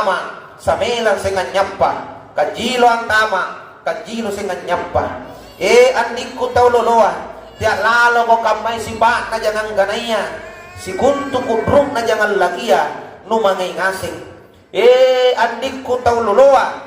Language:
Makasar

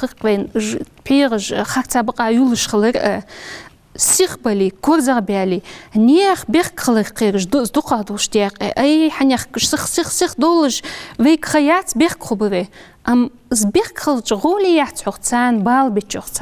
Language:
Ingush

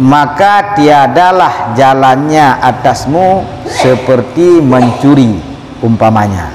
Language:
Achinese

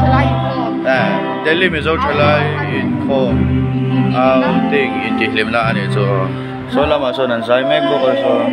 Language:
Mizo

